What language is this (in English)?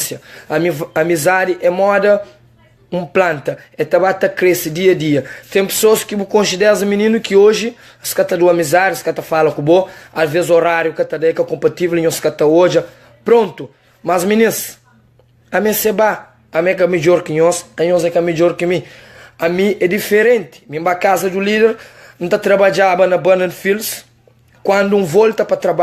Kabuverdianu